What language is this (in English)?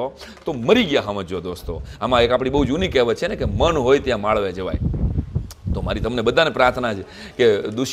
Gujarati